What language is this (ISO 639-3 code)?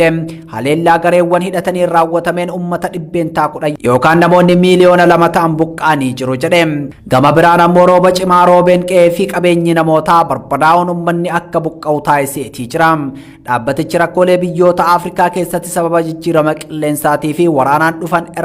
orm